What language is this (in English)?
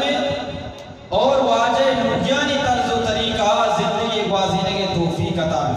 Eastern Balochi